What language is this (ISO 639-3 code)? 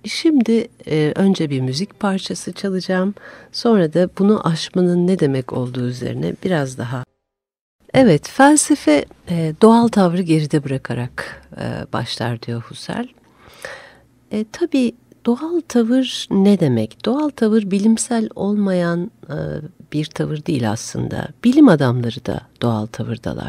tur